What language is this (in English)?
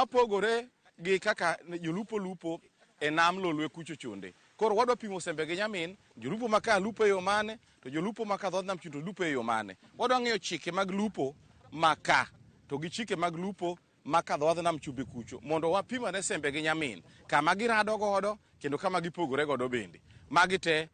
Luo (Kenya and Tanzania)